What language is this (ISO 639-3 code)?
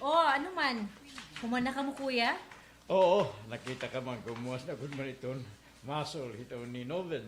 war